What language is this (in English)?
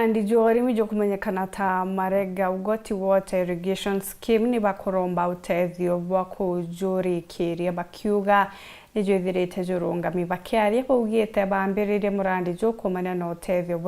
Meru